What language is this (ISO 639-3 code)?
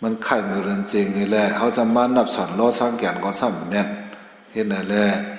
shn